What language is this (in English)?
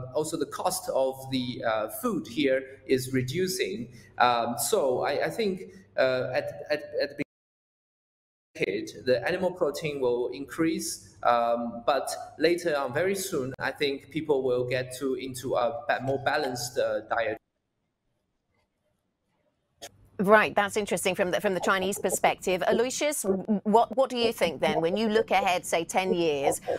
English